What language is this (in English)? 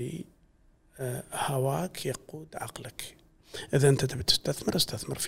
Gulf Arabic